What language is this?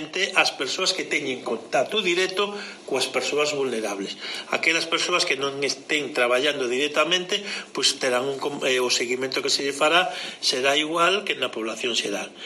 Galician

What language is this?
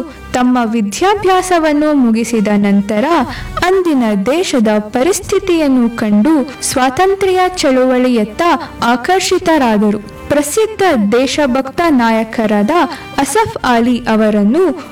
Kannada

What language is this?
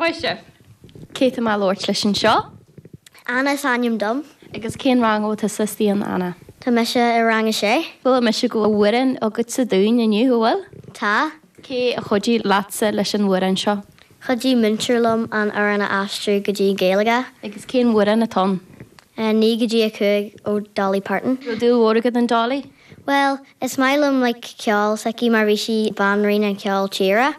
Irish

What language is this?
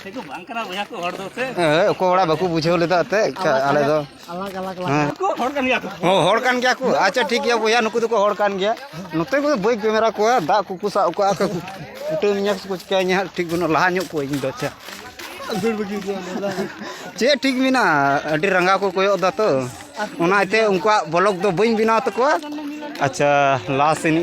Santali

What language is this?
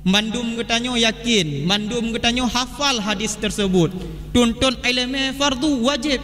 Achinese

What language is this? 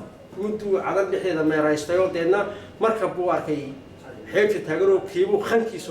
Somali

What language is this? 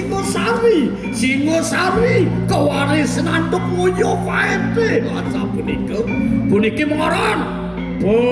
Balinese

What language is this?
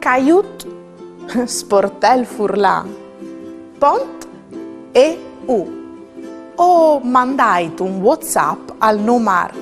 Friulian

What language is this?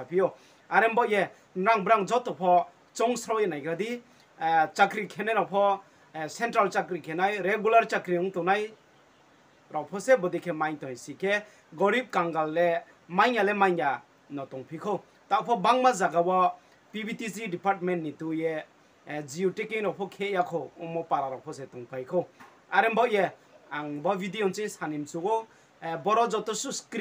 Riang (India)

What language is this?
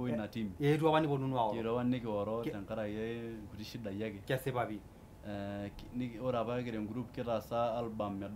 Masai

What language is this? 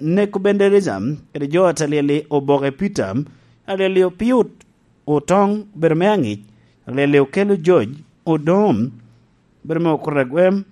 Lango (Uganda)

